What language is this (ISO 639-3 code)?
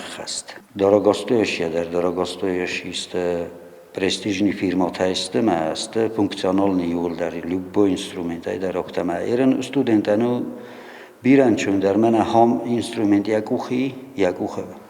oss